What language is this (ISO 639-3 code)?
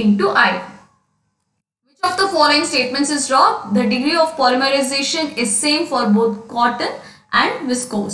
eng